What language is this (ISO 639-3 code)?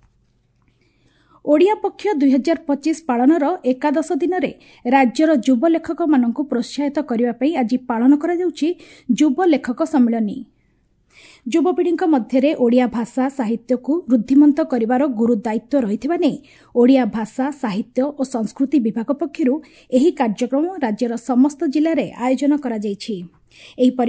ori